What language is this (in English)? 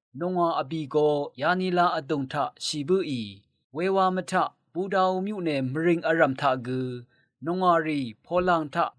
Rawang